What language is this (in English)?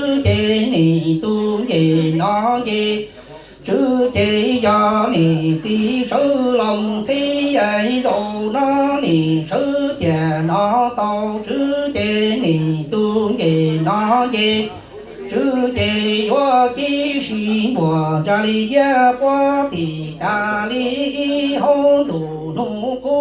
Hmong